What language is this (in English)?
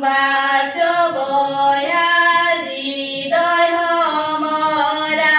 Santali